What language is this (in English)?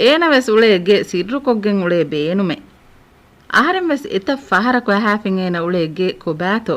Divehi